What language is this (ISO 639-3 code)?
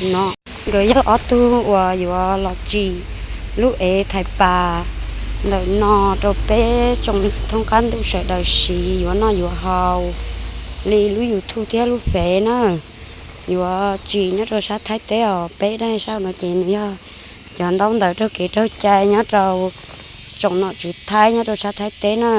hmn